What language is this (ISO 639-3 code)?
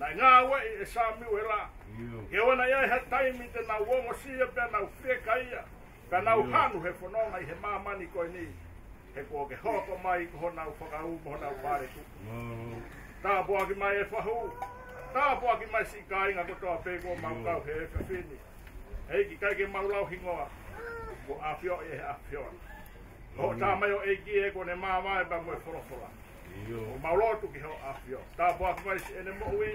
ton